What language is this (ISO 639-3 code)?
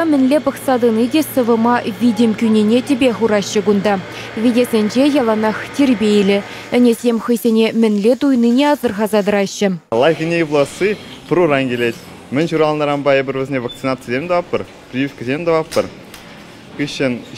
chv